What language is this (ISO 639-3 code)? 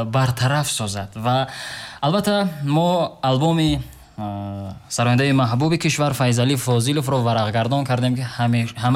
tgk